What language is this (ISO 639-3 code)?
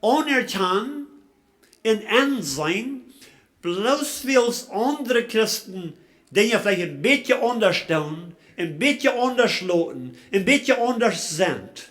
pdt